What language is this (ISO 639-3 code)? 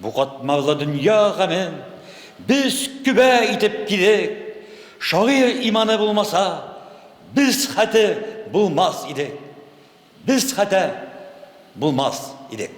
tat